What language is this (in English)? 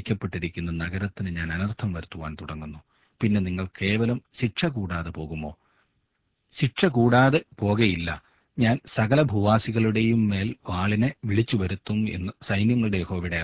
Malayalam